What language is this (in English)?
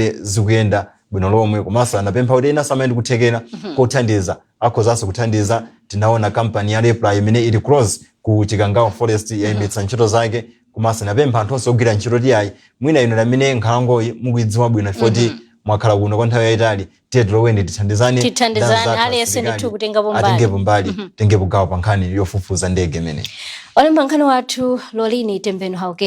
Nyanja